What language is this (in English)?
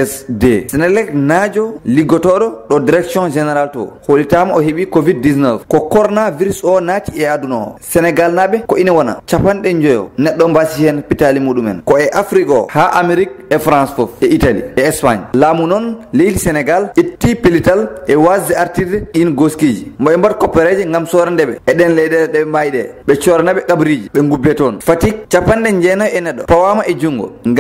Fula